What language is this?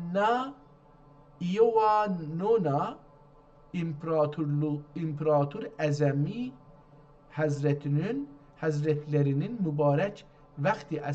South Azerbaijani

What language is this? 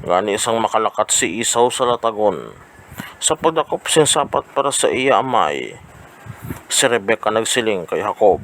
Hiligaynon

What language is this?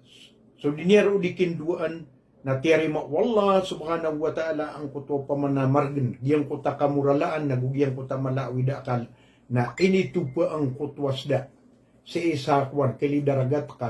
Maranao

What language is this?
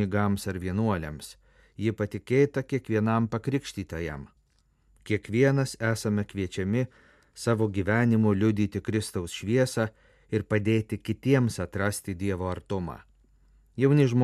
Lithuanian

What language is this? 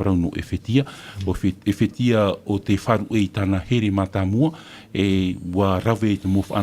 Tahitian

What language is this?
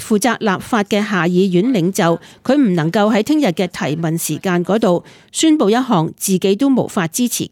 Cantonese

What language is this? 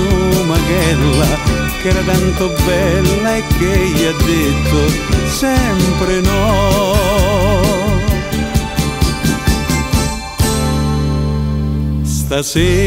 Italian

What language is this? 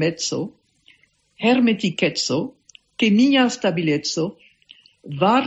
Esperanto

